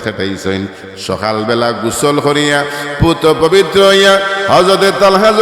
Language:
Sylheti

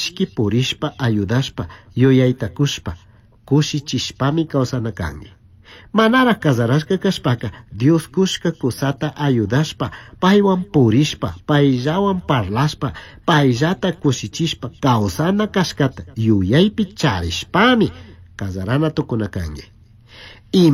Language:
Chimborazo Highland Quichua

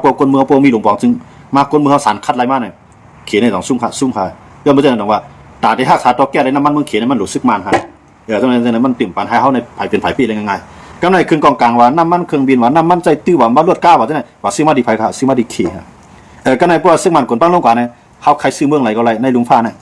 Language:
Shan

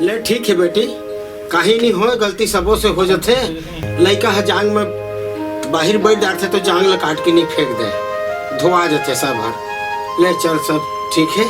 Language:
Chhattisgarhi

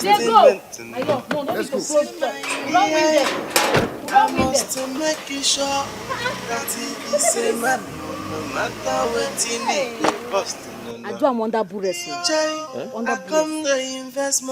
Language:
Nigerian Pidgin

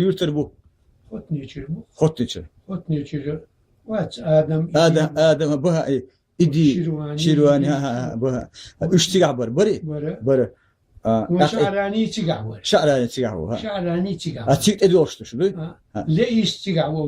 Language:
Chechen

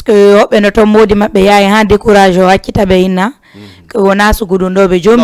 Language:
Fula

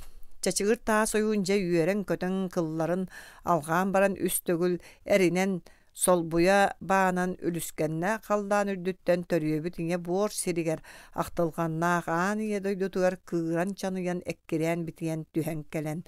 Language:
Yakut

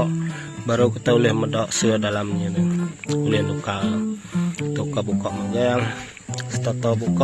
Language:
Iban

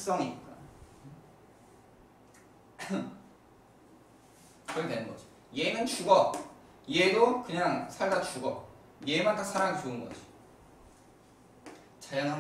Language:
Korean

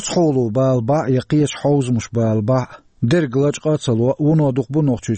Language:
Chechen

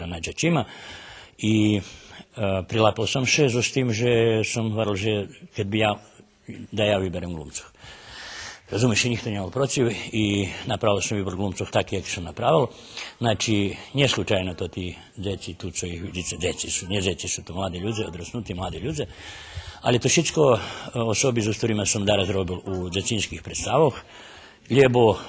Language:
Rusyn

